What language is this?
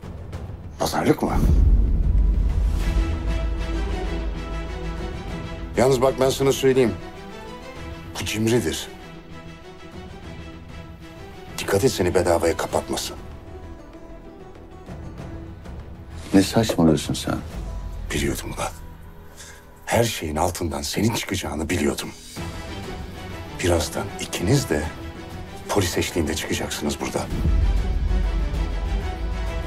Turkish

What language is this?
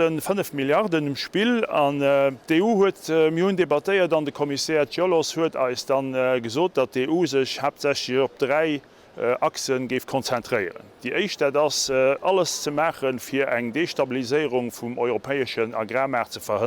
Luxembourgish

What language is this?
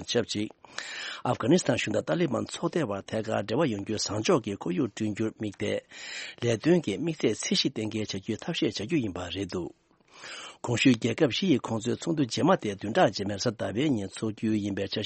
Tibetan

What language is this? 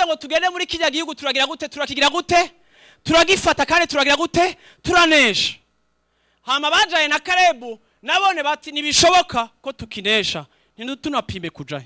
Rundi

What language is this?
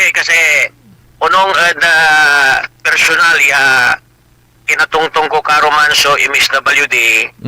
Pangasinan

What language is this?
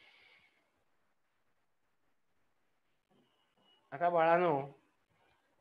Marathi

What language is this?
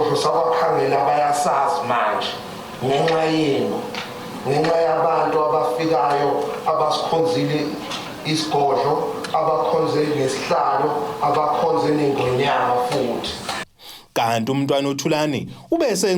Zulu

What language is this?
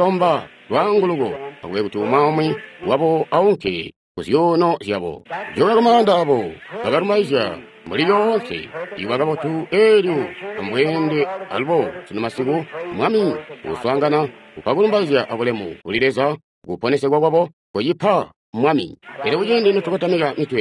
Tonga (Zambia)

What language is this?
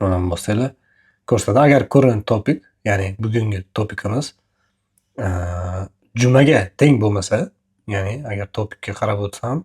Uzbek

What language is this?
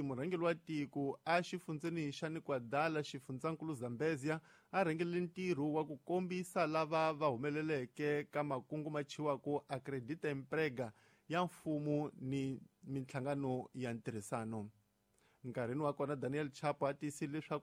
Tsonga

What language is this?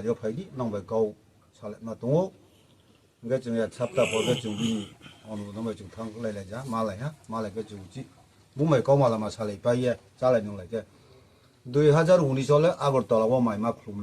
Riang (India)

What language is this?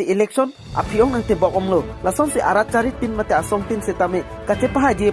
Karbi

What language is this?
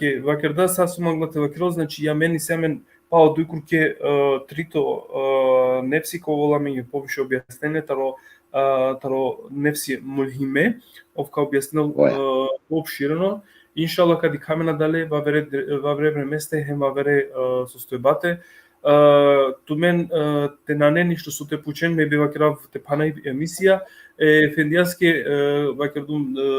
Balkan Romani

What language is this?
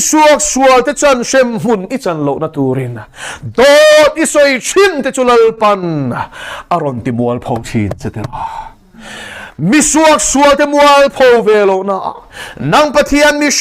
Mizo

